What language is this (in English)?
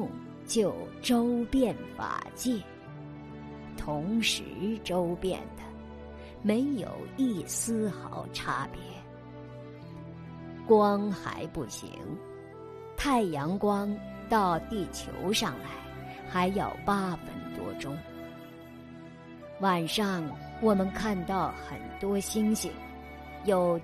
Chinese